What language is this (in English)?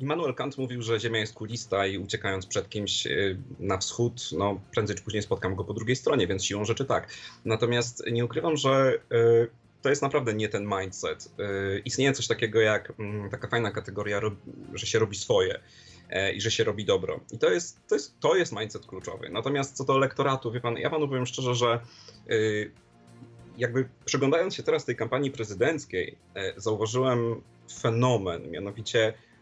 Polish